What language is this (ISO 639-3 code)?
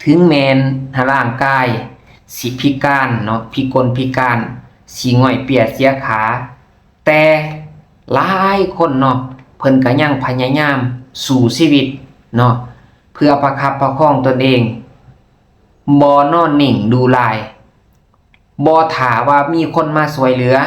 lao